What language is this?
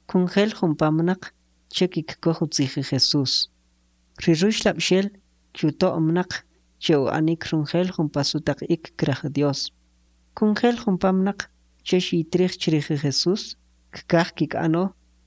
Kʼicheʼ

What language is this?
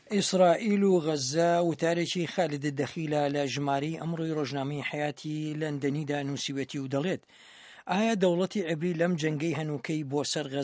Central Kurdish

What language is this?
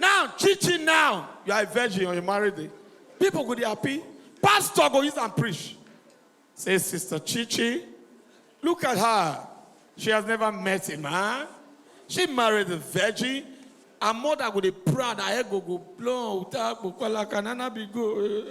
Nigerian Pidgin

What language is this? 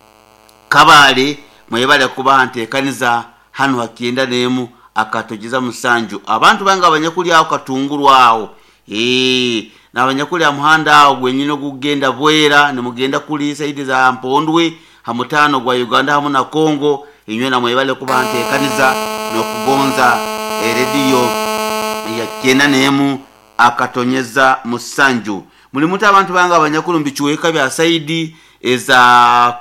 Nyoro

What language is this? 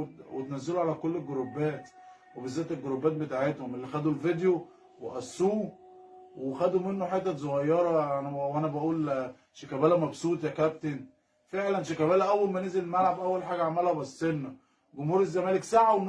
Egyptian Arabic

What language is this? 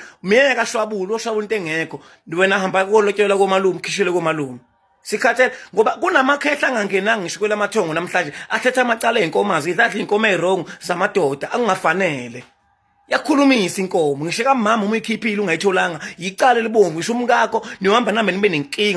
Zulu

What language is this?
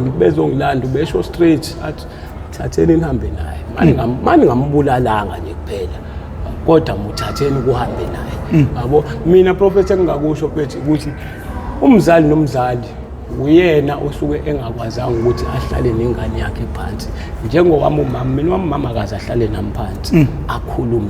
Zulu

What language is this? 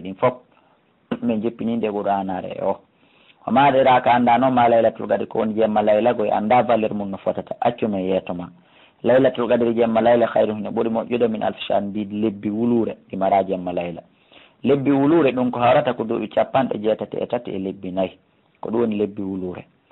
Fula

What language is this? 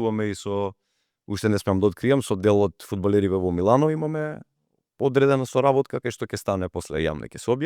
Macedonian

